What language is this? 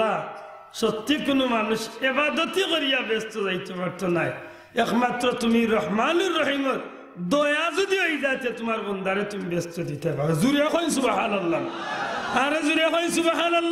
Sylheti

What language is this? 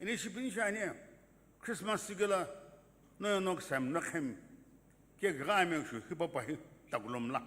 Sumi Naga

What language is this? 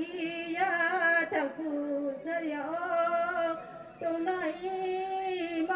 Riang (India)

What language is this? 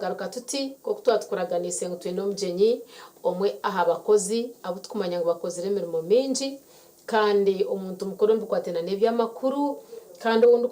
Nyankole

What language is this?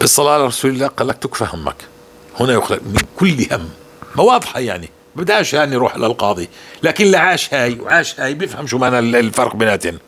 North Levantine Arabic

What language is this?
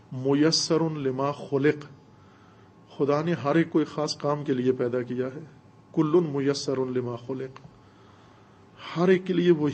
Urdu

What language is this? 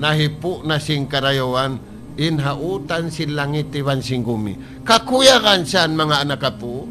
Tausug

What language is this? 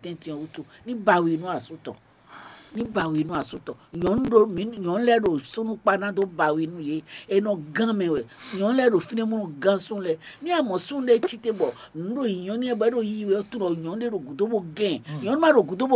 Fon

